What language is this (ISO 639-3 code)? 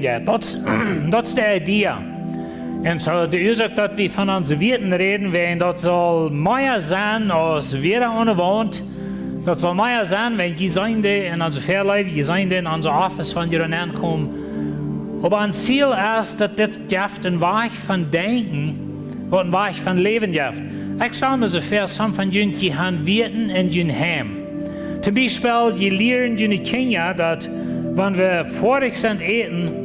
pdt